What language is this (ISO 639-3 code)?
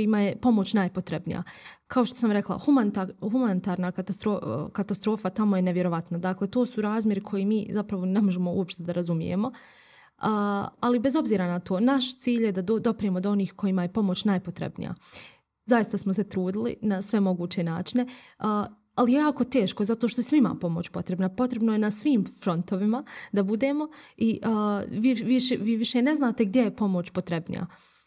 bos